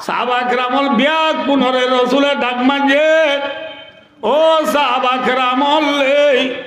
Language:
Rohingya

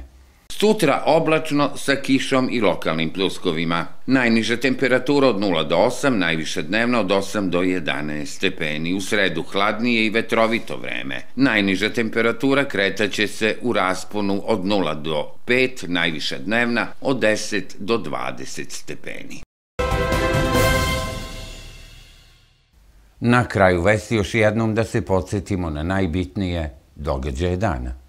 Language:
Serbian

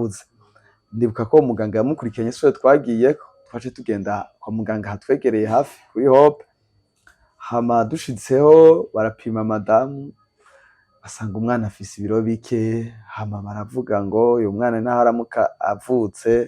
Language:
Rundi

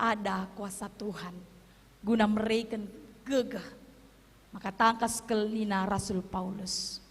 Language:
Batak Karo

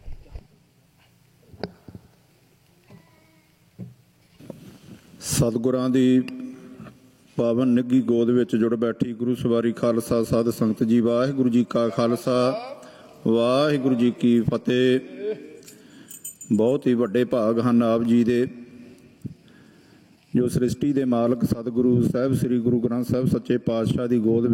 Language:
Punjabi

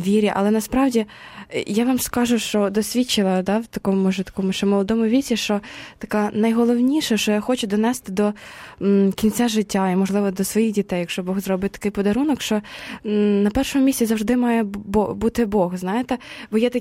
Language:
Ukrainian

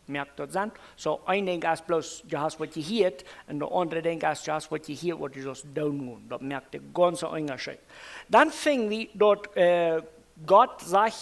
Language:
Plautdietsch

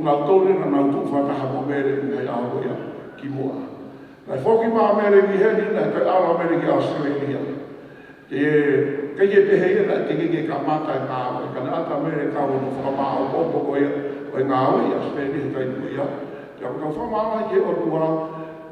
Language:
Tongan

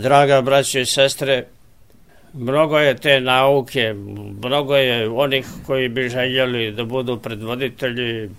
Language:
Serbian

